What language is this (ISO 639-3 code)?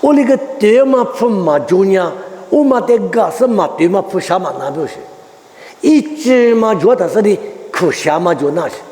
lis